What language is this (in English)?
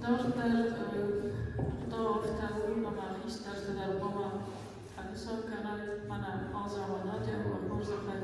Ossetic